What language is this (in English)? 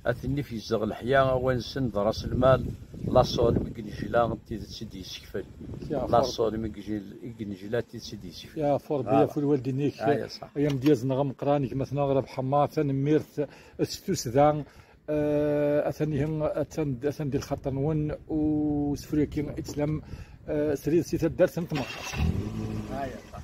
Kabyle